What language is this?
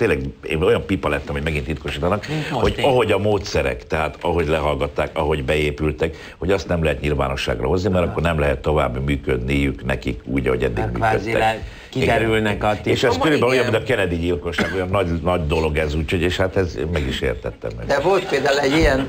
Hungarian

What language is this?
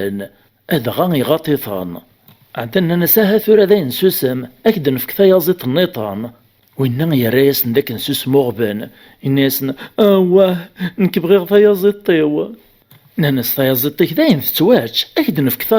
Kabyle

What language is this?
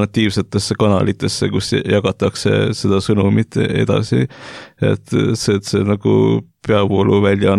Estonian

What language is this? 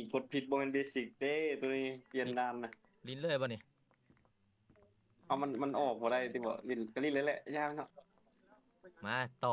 Lao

